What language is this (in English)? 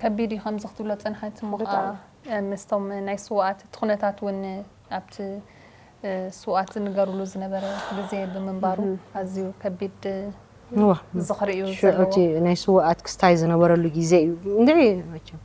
Tigrinya